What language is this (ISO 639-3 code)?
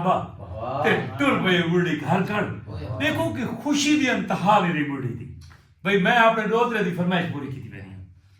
skr